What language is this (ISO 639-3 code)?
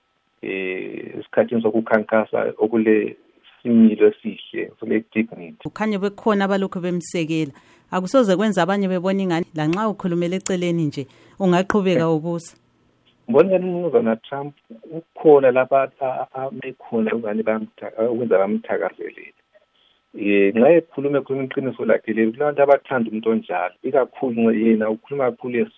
nde